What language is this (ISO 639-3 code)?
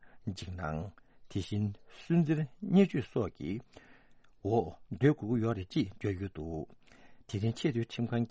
bod